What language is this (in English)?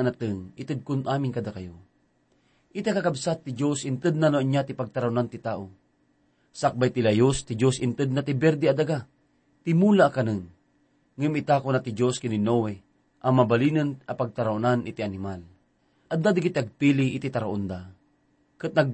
Iloko